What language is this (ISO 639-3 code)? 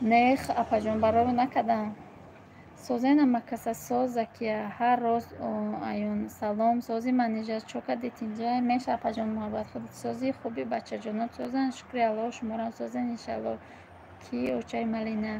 tgk